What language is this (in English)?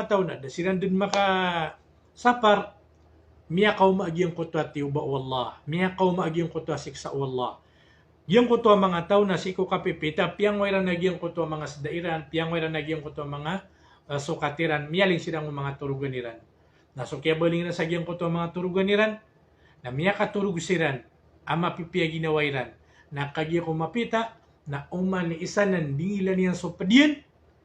Maranao